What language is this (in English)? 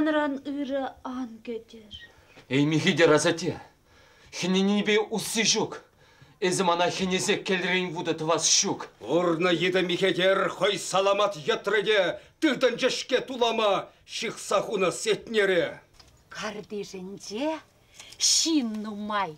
Chuvash